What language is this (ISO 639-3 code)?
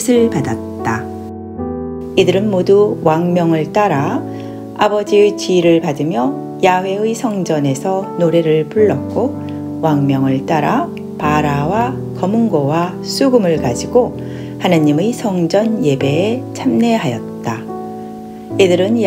kor